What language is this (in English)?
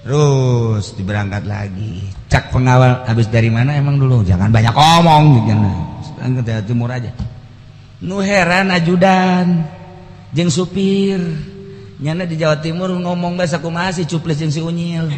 Sundanese